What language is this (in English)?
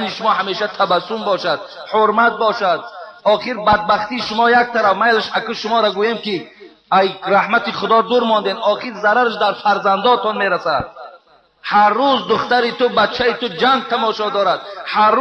Tajik